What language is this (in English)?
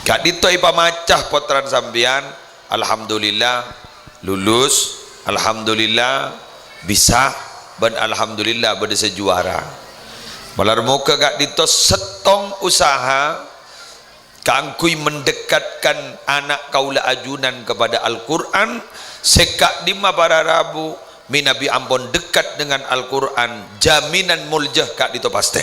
Madurese